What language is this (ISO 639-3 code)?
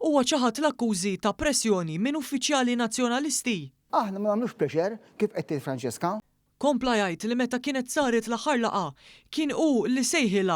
mlt